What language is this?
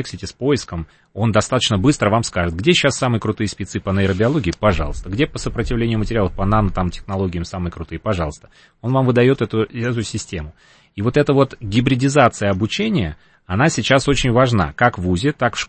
Russian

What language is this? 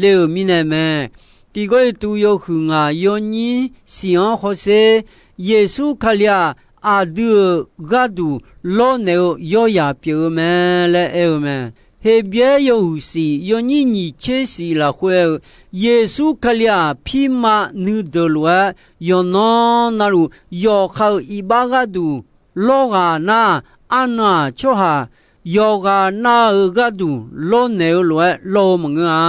Akha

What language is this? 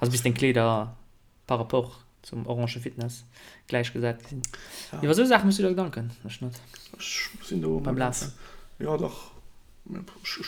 Luxembourgish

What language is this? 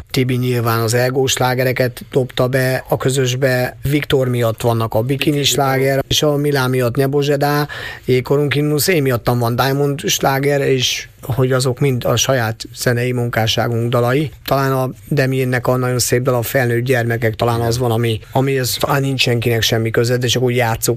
Hungarian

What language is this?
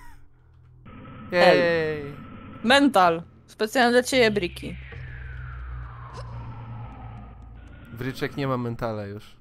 Polish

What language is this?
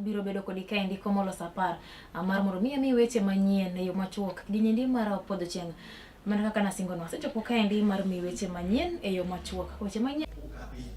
Luo (Kenya and Tanzania)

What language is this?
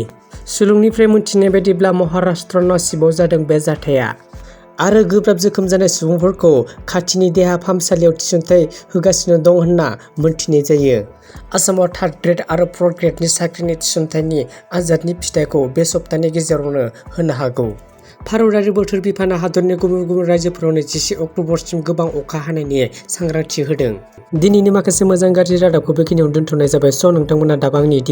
Bodo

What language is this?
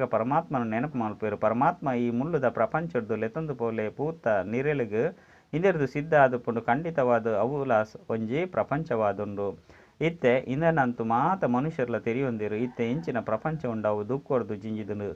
Tulu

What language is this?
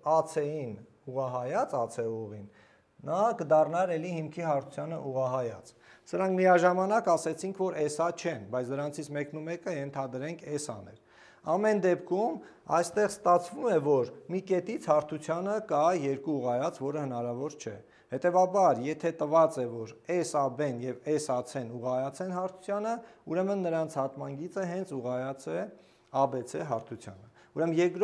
Armenian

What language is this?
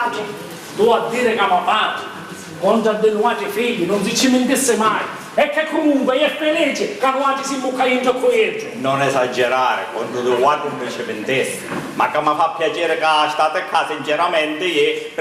Sicilian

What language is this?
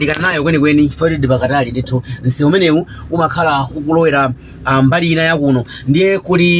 Nyanja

